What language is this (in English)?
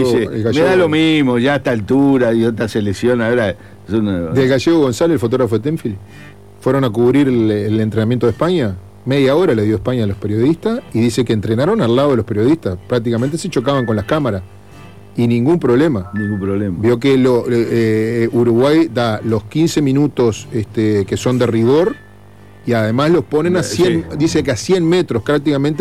Spanish